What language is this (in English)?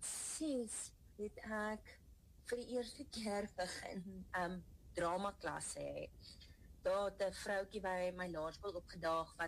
Afrikaans